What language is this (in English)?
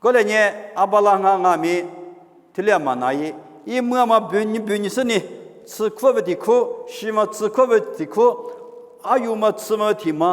Lisu